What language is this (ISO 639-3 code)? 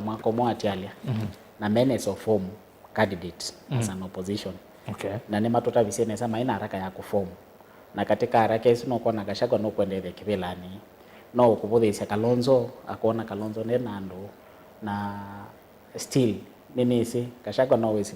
kam